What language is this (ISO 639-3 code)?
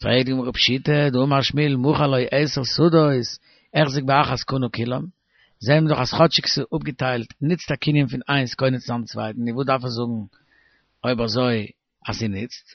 yid